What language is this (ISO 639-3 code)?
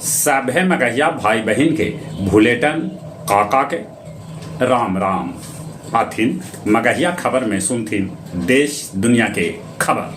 mag